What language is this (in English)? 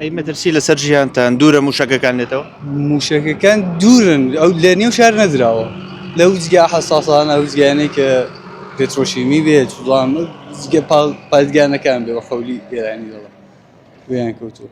Central Kurdish